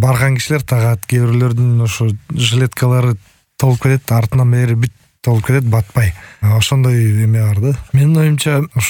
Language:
Kyrgyz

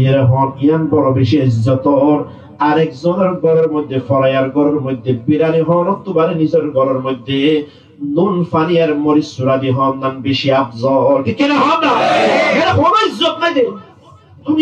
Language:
Rohingya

